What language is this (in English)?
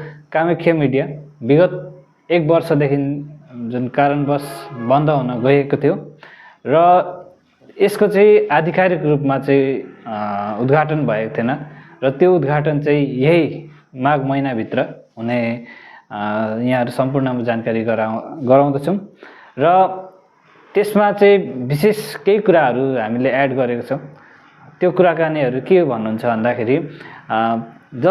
Nepali